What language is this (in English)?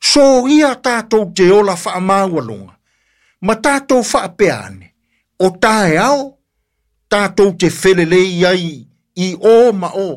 Samoan